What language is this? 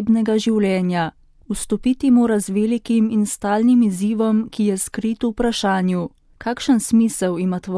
Slovenian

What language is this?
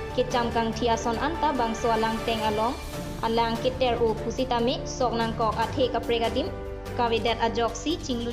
Karbi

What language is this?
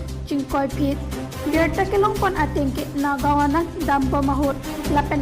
Karbi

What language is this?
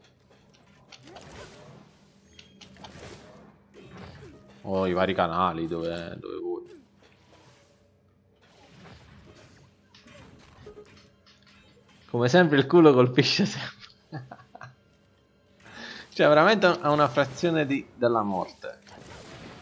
Italian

